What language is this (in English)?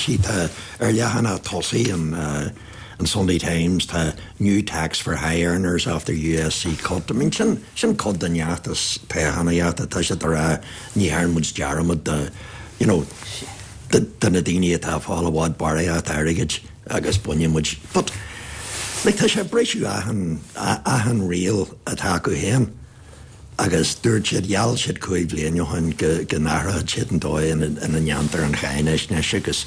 Irish